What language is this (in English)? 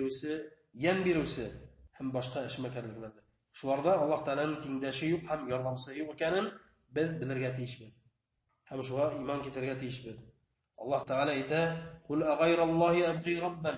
Bashkir